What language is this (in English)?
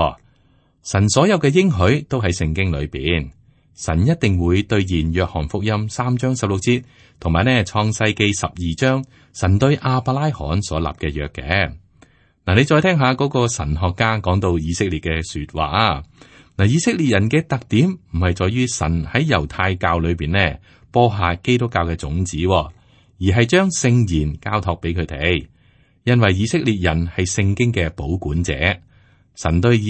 Cantonese